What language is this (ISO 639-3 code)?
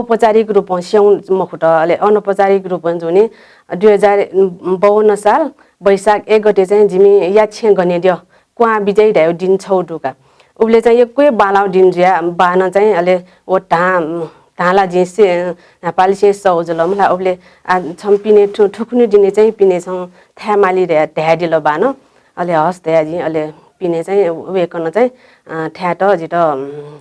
new